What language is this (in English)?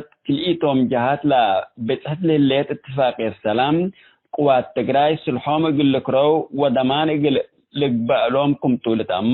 Tigre